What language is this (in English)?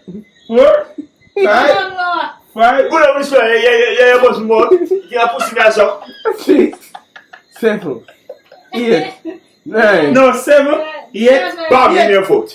Jamaican Creole English